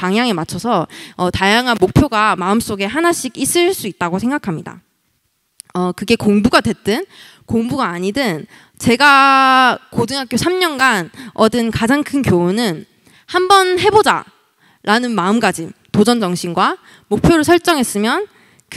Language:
Korean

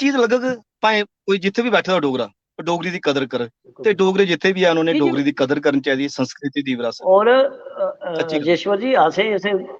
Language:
Dogri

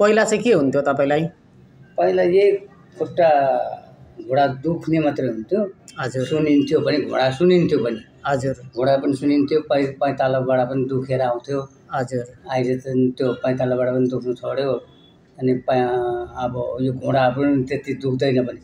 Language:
Nepali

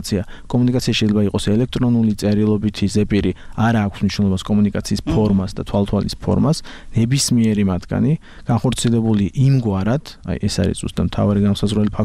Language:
Georgian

